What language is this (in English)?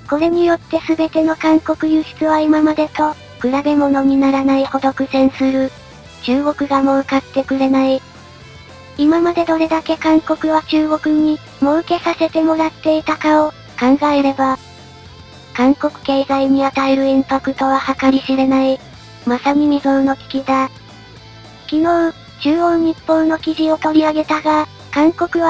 Japanese